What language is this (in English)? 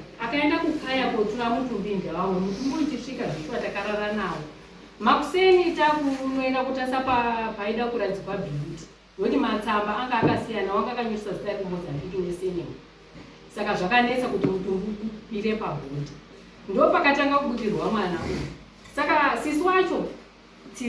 Shona